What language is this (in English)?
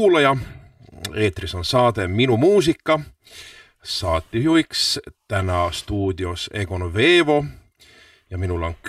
Estonian